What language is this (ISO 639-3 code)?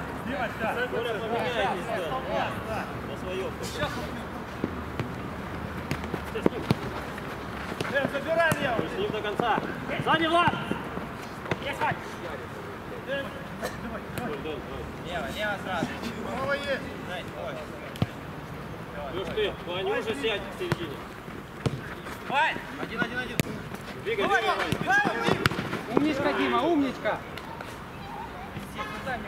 rus